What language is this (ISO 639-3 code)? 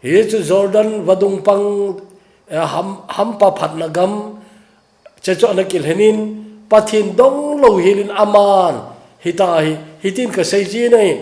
tcz